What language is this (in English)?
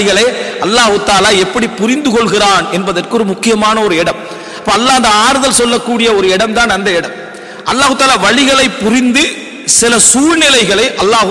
Tamil